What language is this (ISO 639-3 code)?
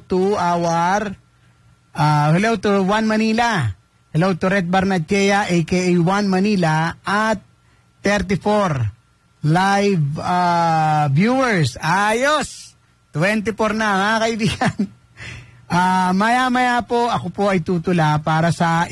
fil